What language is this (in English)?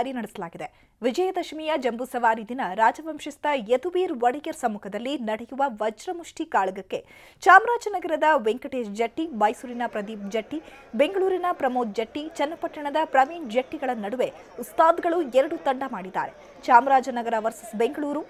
Kannada